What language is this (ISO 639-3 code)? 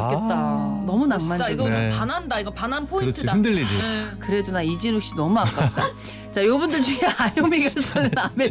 kor